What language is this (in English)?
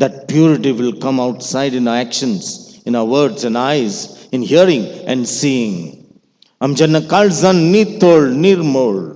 Konkani